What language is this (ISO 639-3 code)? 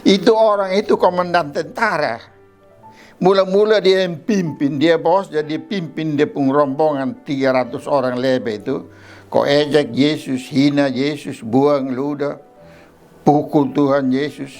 mkn